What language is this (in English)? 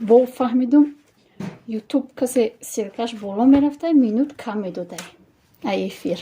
Tajik